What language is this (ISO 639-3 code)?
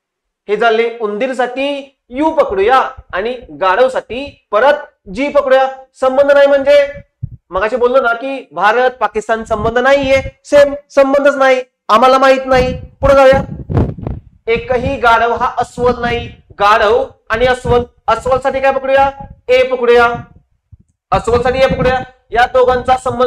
mar